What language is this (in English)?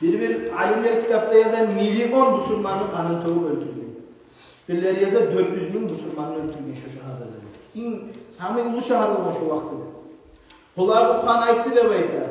Kumyk